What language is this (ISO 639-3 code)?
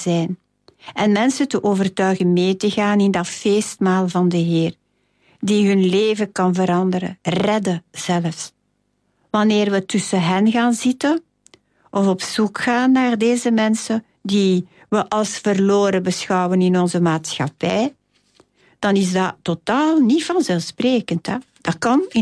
nld